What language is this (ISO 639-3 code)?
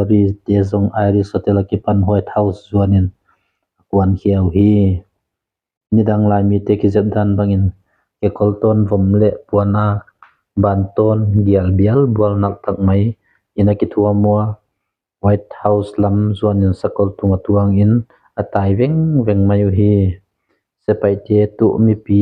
ctd